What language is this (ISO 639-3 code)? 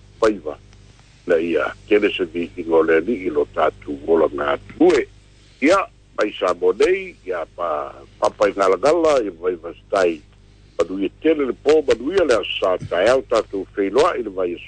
smo